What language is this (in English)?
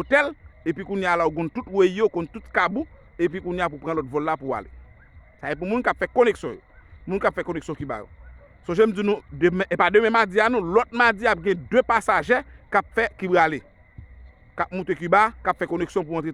Haitian Creole